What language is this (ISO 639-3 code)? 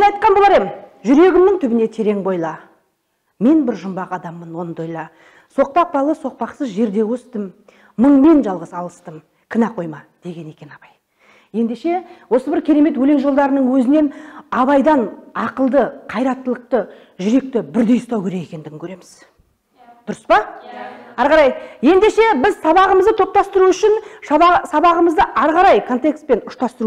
kaz